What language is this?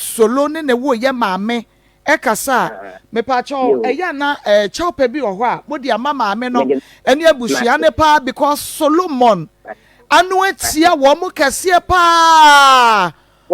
Akan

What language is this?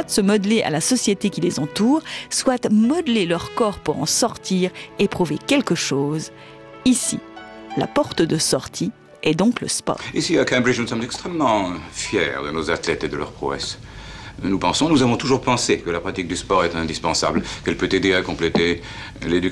French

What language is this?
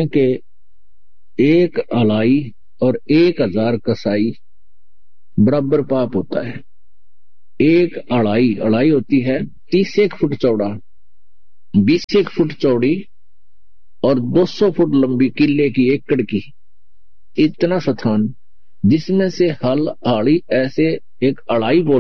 Hindi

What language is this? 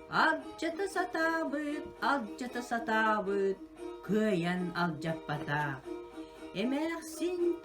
Yakut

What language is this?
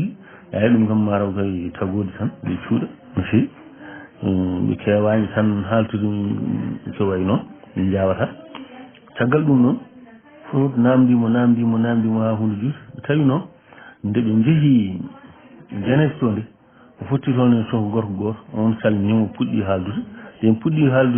Fula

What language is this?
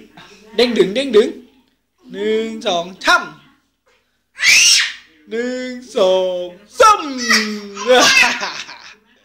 Thai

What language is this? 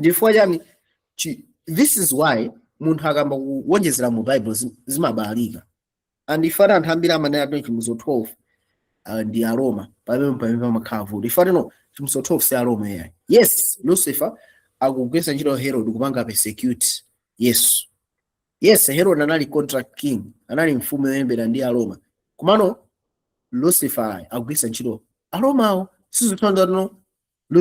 Nyanja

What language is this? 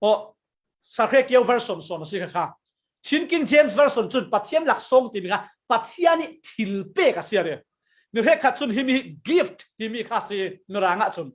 Falam Chin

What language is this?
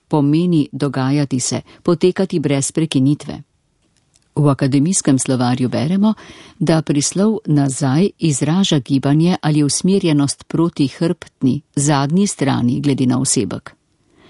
Slovenian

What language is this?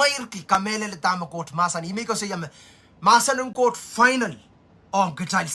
Pohnpeian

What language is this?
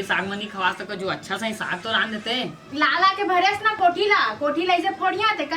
Chhattisgarhi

